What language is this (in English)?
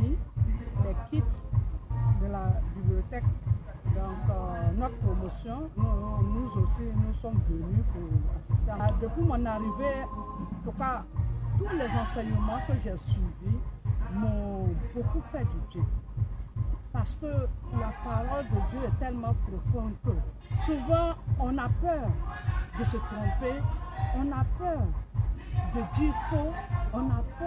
French